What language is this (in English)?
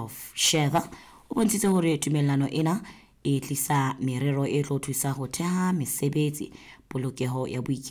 Southern Sotho